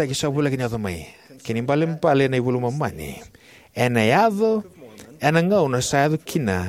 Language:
Fijian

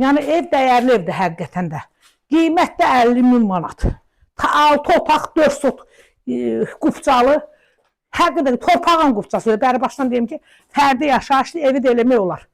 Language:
Azerbaijani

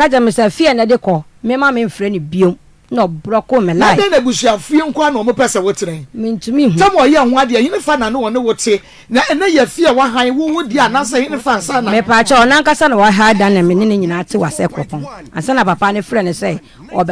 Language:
Akan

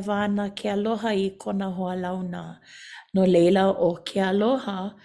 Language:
Hawaiian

